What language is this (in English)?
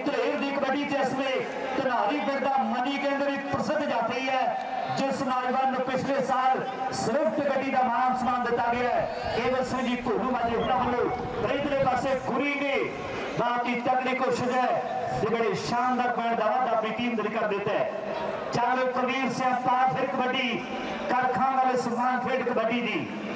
Punjabi